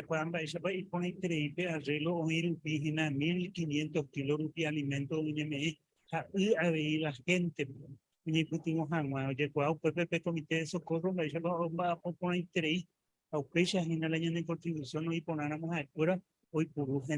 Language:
Guarani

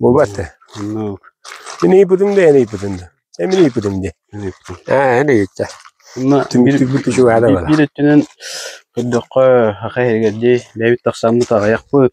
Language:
Yakut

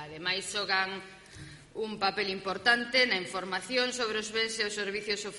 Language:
Galician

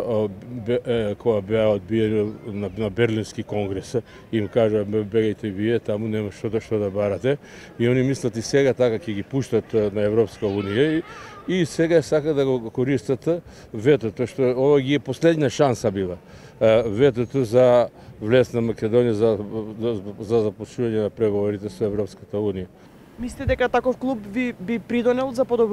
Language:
Macedonian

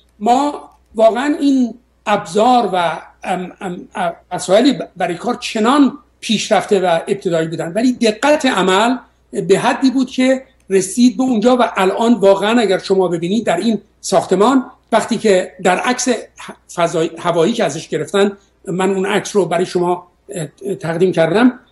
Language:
Persian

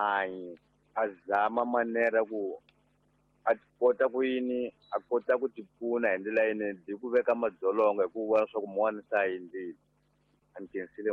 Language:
Tsonga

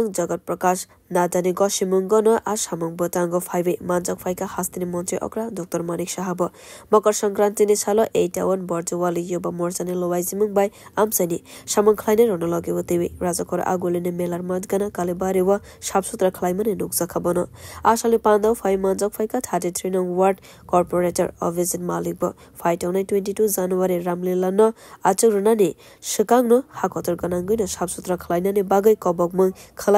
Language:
Kok Borok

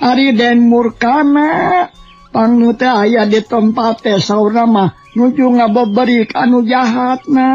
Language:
Sundanese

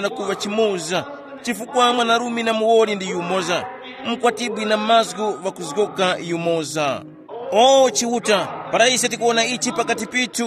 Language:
Tumbuka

